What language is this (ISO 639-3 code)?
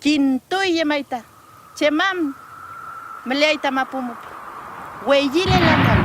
arn